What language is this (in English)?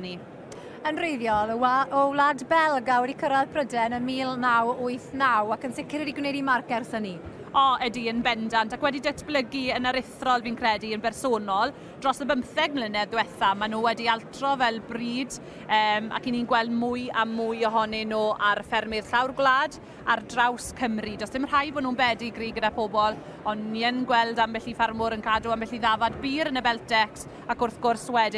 Welsh